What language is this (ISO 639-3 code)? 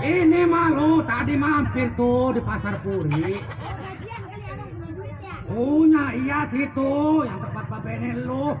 bew